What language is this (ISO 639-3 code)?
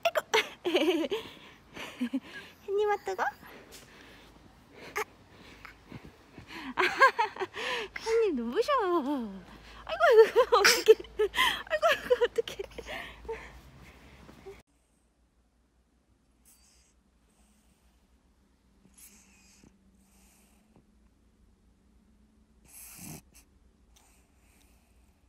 kor